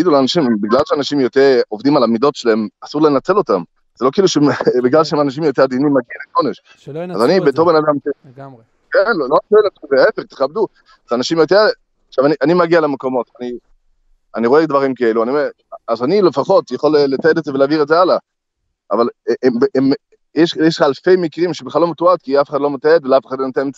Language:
Hebrew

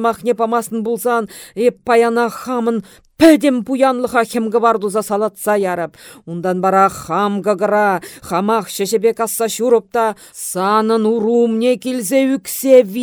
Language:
Chuvash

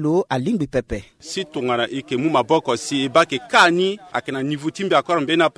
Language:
Sango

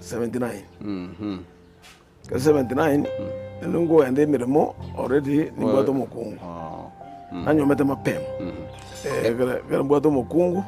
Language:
Gusii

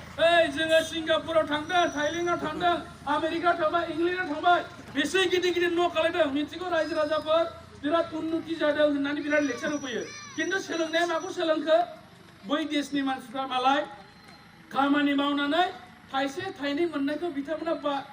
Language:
Bodo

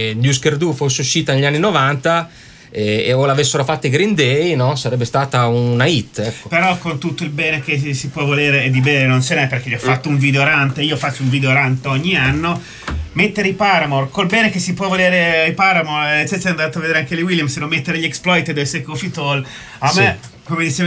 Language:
Italian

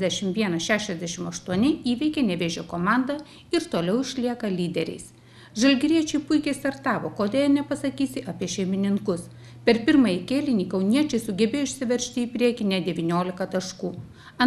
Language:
Lithuanian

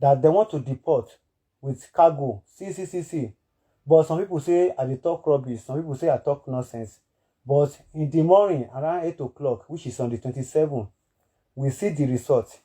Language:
Nigerian Pidgin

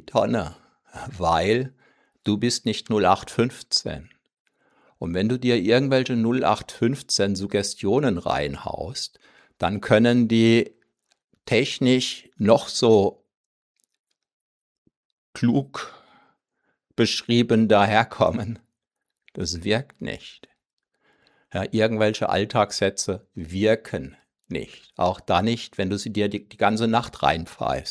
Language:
German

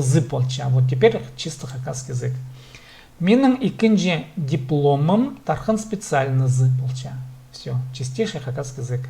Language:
Khakas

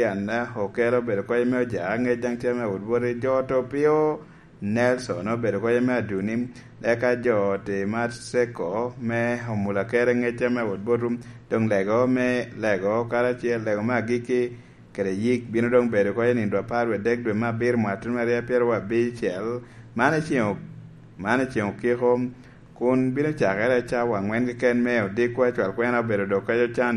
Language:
Lango (Uganda)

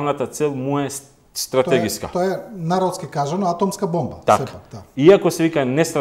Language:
Macedonian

